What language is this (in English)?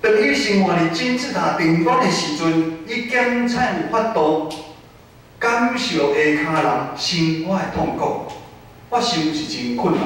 Min Nan Chinese